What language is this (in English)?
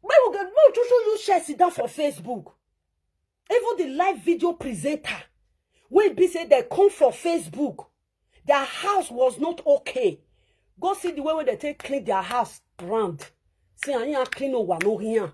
Nigerian Pidgin